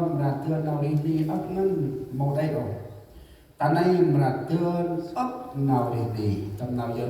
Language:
Central Mnong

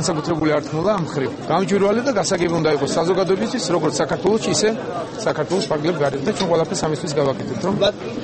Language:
Georgian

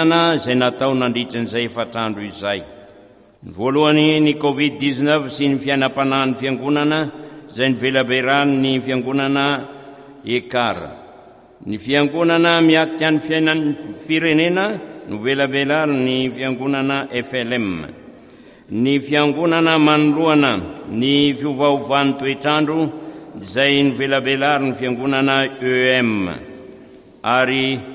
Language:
Malagasy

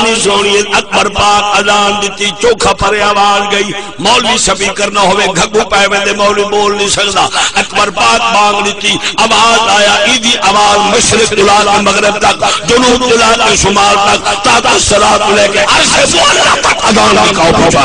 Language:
Saraiki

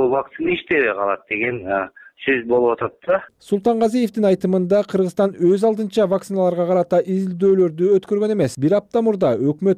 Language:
Kyrgyz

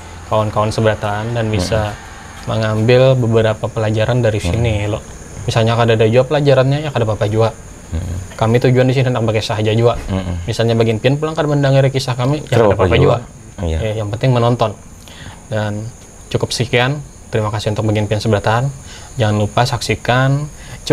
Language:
Banjar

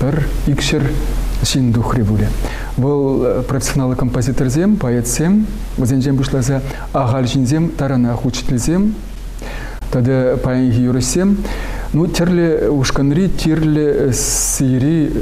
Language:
Chuvash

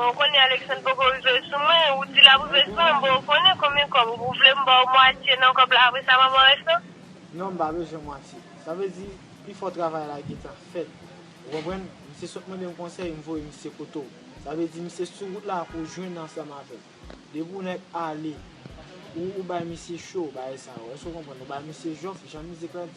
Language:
Haitian Creole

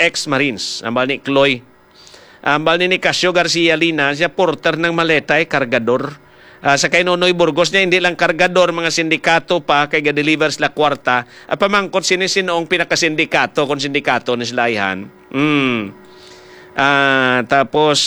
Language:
Hiligaynon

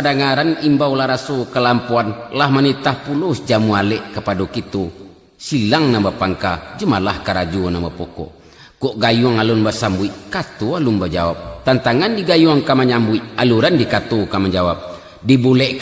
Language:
Minangkabau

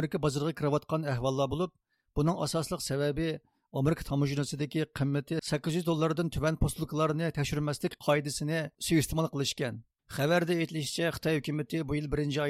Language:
Uyghur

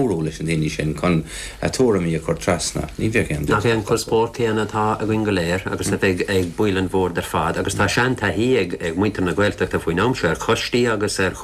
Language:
Irish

